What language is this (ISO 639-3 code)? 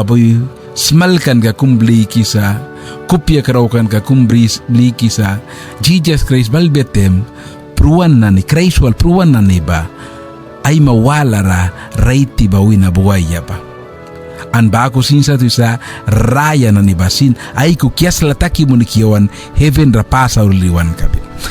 miq